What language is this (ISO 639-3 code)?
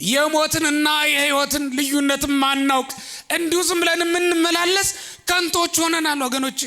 amh